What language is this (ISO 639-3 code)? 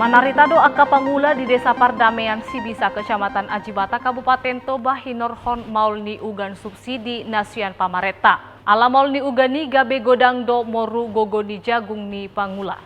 bbc